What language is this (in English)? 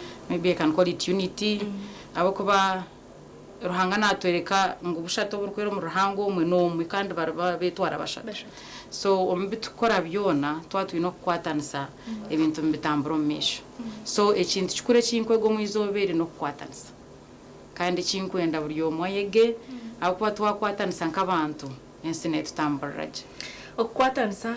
Nyankole